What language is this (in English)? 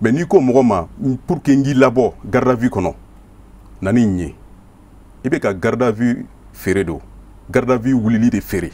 Bambara